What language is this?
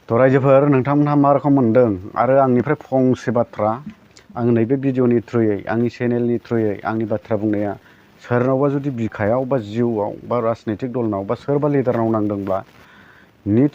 Bodo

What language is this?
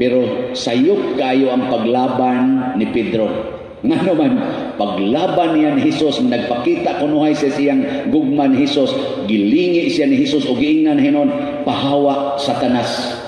Cebuano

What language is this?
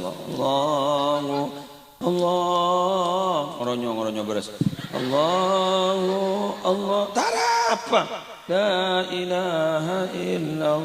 Madurese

